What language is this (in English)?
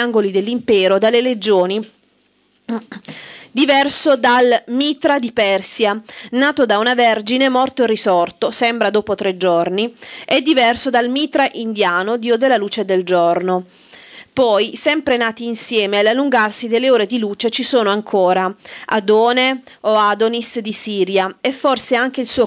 Italian